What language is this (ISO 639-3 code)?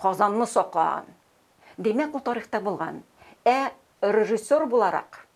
tat